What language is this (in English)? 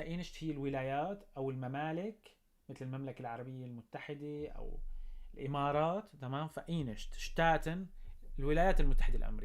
North Levantine Arabic